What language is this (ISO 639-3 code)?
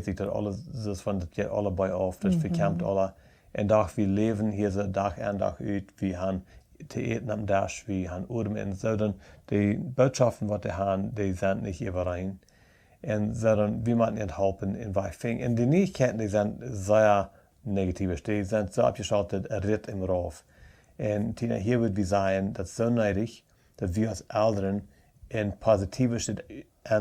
pdt